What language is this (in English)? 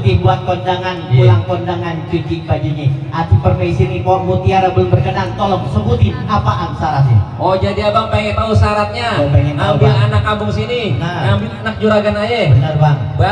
Betawi